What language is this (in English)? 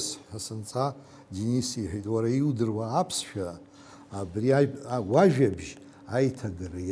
Abkhazian